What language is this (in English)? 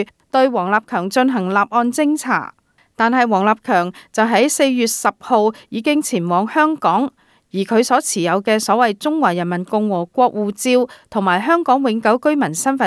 Cantonese